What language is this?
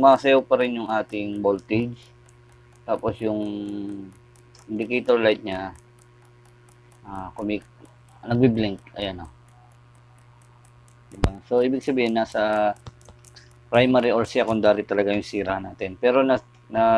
Filipino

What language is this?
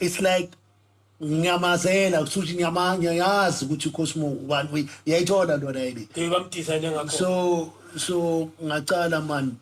Zulu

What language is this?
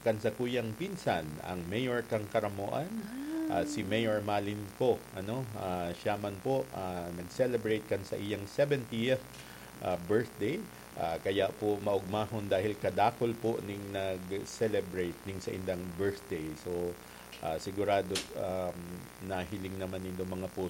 Bikol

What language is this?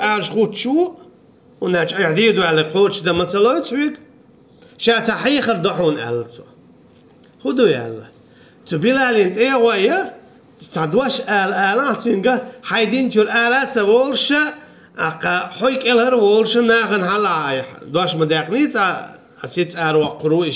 Chechen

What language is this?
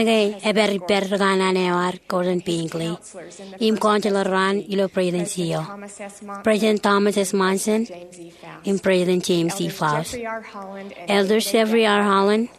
Marshallese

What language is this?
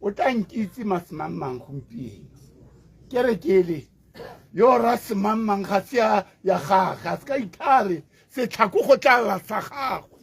Tswana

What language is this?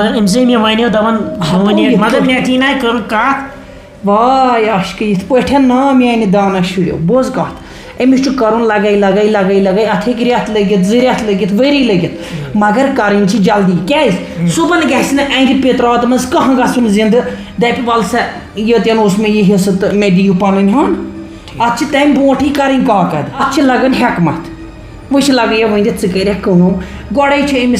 Kashmiri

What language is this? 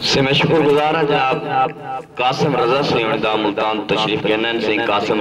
Saraiki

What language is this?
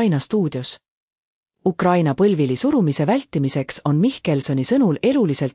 Estonian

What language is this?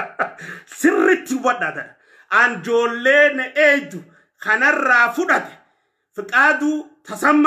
Oromo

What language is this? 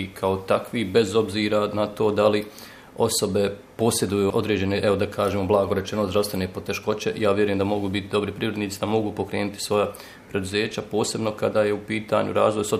Bosnian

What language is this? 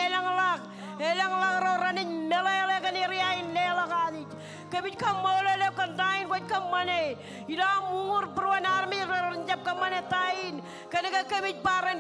Marshallese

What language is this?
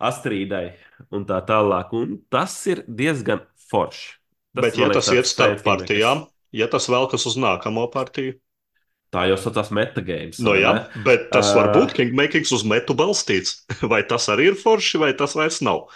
Latvian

